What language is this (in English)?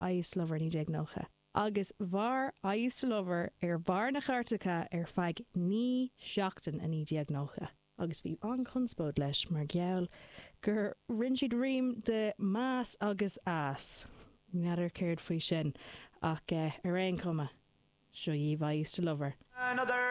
Irish